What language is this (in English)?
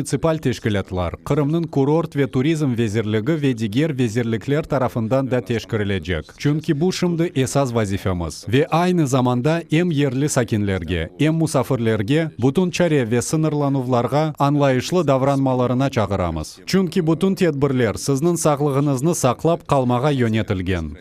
Crimean Tatar